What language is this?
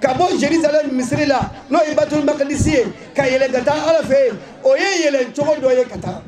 Bambara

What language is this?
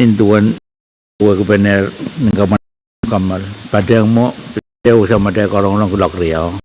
Pohnpeian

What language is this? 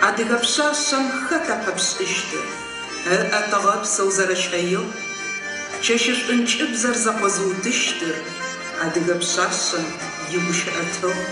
Adyghe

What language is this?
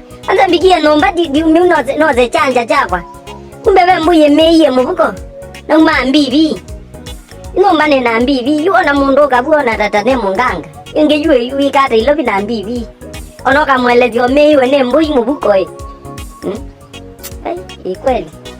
Kamba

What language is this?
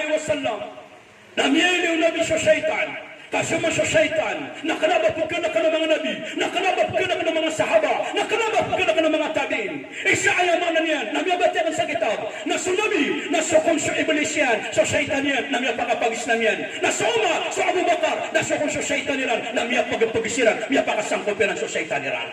Maranao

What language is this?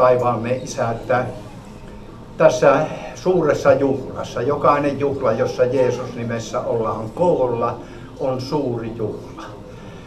Finnish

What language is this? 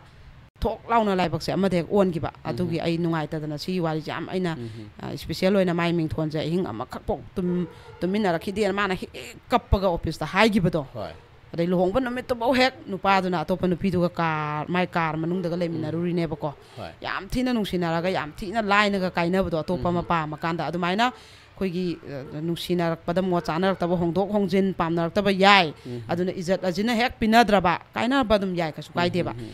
Manipuri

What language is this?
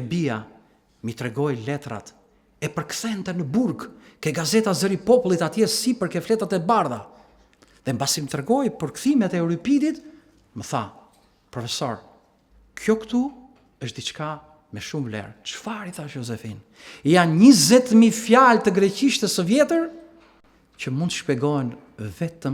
Albanian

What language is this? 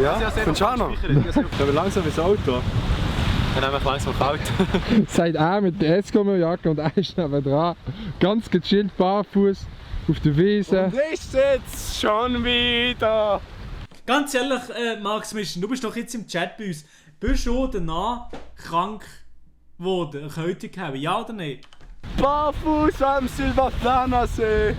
Swiss German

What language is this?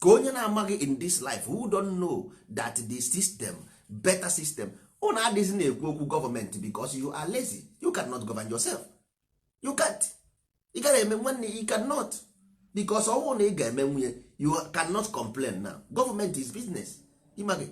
Igbo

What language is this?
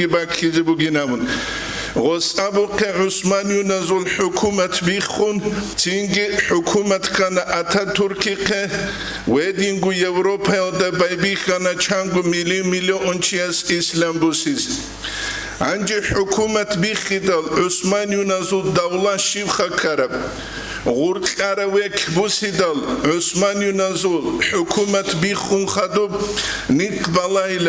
Avaric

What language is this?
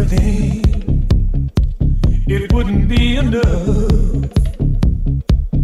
Italian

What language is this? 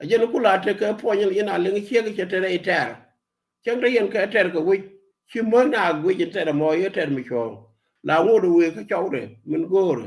Nuer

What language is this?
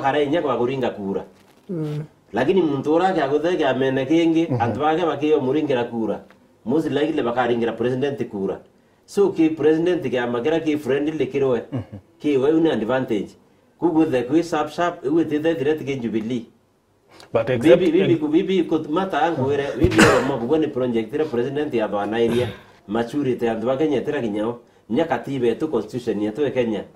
Meru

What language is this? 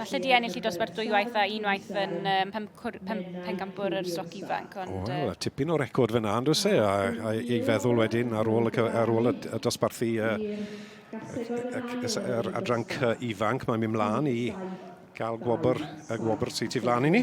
Welsh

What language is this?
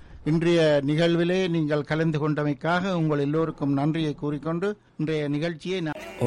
Tamil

